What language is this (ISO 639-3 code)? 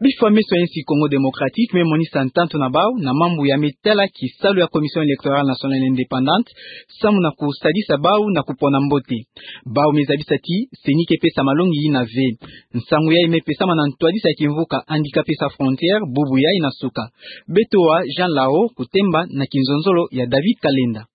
ktu